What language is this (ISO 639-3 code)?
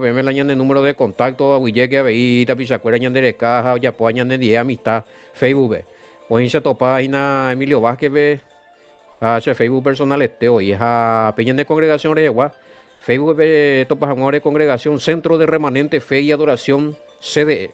grn